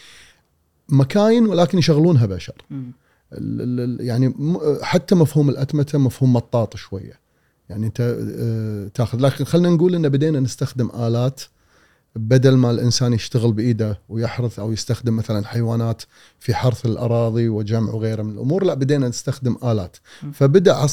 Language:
Gulf Arabic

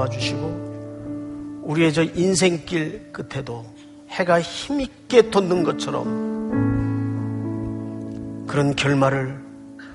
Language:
Korean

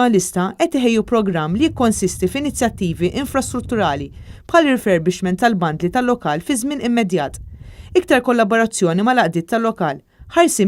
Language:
Maltese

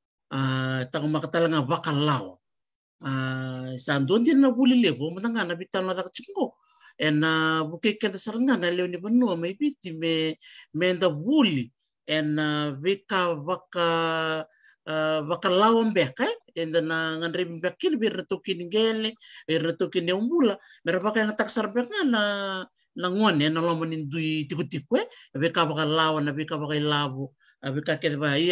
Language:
Fijian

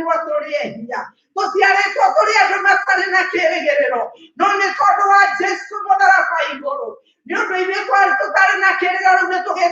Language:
Kikuyu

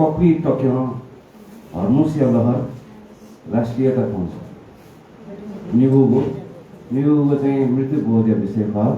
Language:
Newari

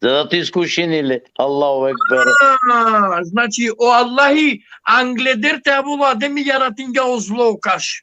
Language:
Balkan Romani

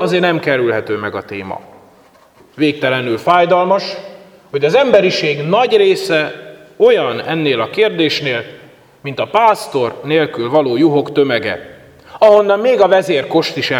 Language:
Hungarian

